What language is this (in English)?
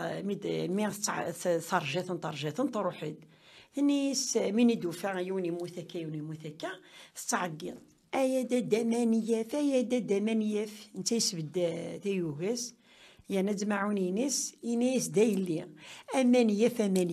Kabyle